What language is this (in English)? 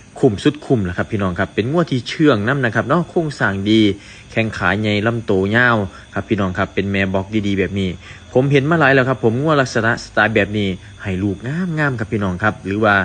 Northeastern Thai